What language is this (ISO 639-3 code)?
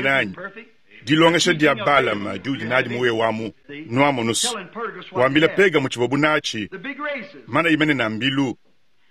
lua